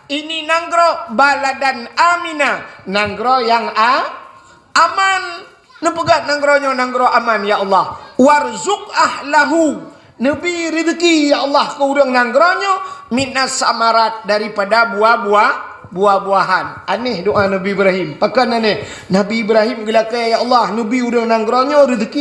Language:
Achinese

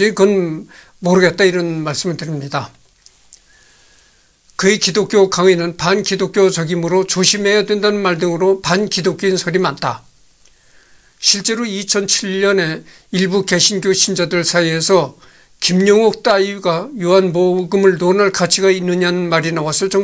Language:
Korean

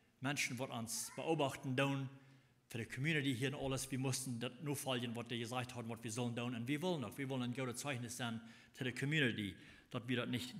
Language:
Plautdietsch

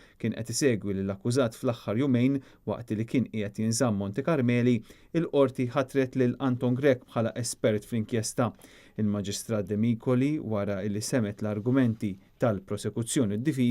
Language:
Maltese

